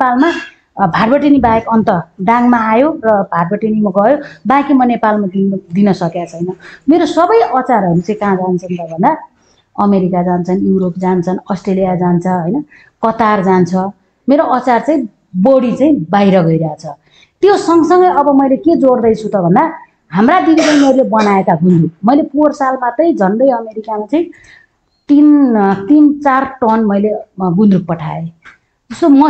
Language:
Nepali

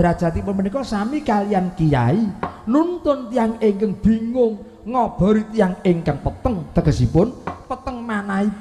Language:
Javanese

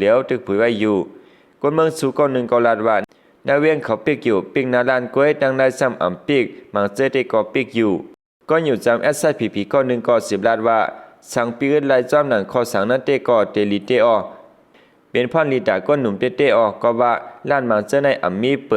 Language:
Shan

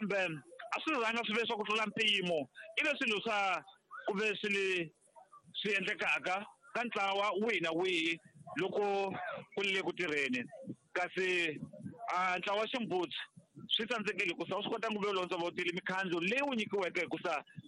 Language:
Tsonga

